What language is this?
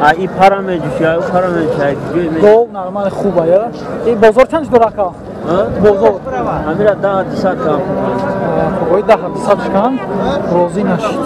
Tajik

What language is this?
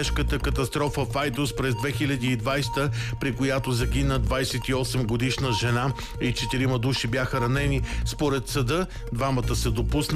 Bulgarian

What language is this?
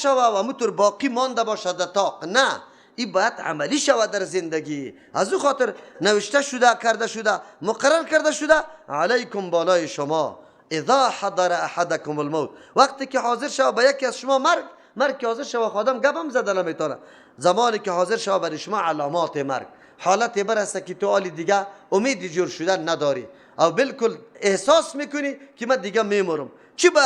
Persian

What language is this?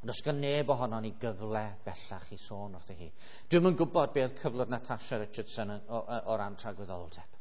Welsh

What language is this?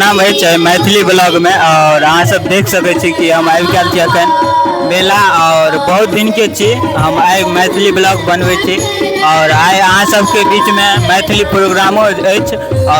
Maithili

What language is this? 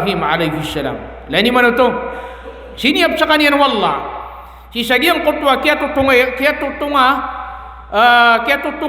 Maranao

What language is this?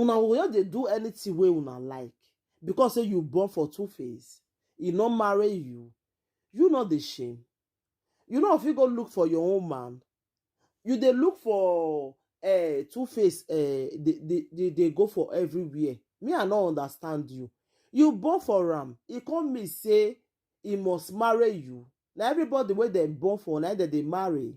Nigerian Pidgin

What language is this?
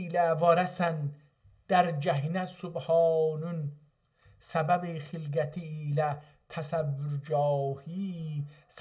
South Azerbaijani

